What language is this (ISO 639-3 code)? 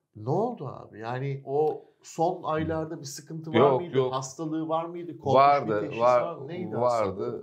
tur